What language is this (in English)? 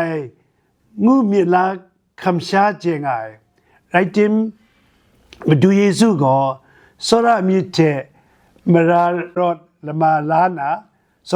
Kachin